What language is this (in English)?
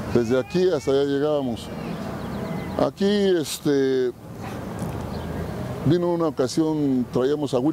Spanish